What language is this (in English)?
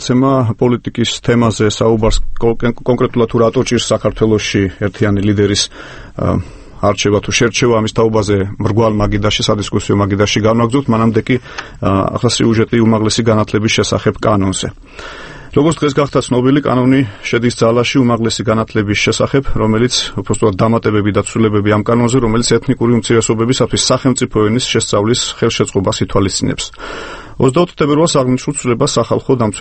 Georgian